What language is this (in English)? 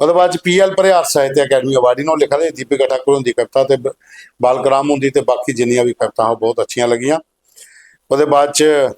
Dogri